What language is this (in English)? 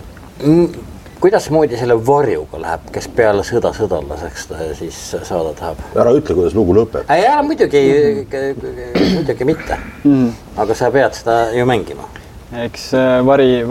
Estonian